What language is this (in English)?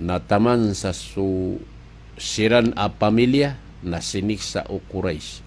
Maranao